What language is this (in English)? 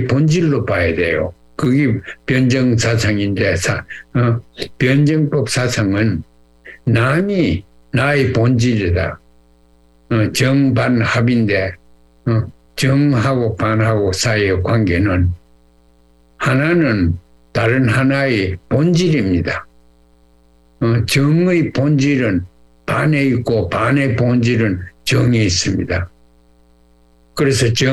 Korean